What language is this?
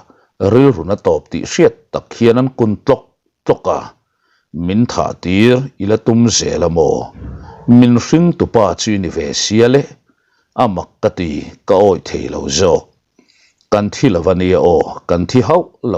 Mizo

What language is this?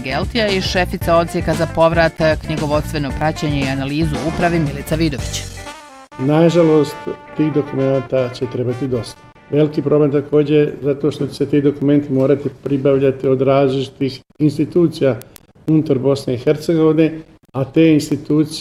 Bosnian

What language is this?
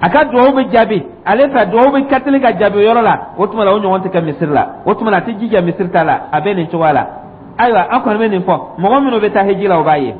Dyula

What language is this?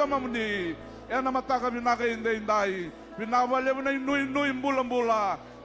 Fijian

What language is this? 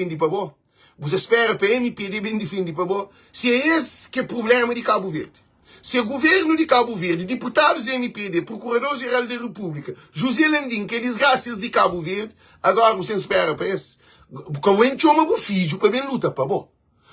Kabuverdianu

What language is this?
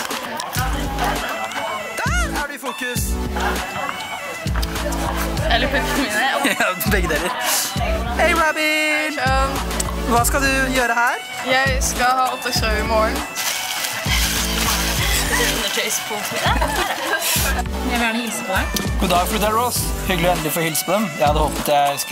Norwegian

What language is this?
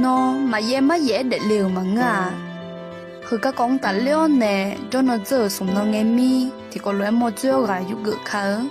Akha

